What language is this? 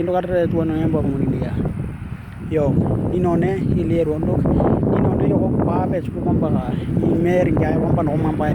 Western Dani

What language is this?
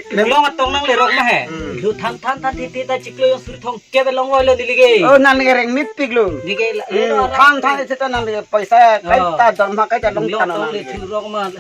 Karbi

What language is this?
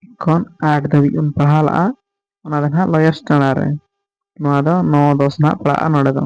Santali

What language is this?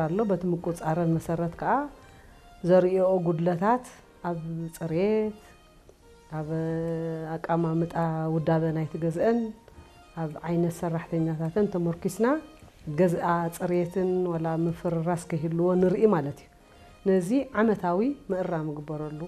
Tigrinya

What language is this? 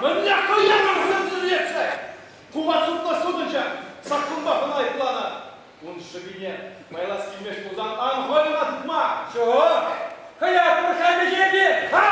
Chuvash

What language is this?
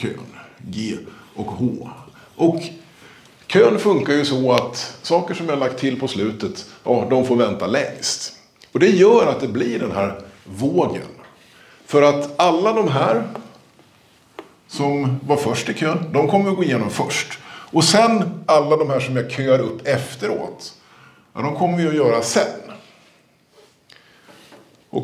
Swedish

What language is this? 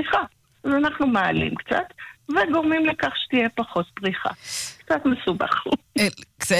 Hebrew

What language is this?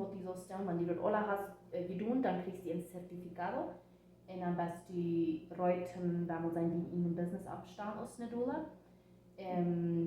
Plautdietsch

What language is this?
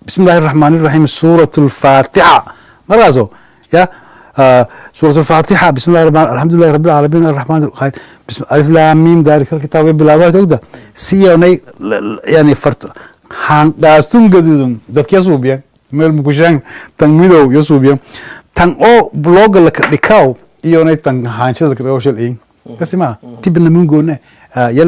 Somali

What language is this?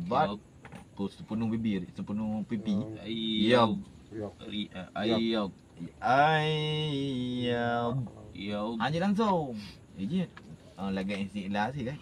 Achinese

